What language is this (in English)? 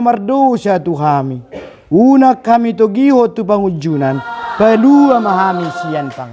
Batak Toba